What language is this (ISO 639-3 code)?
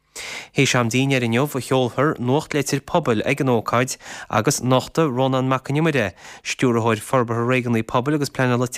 gle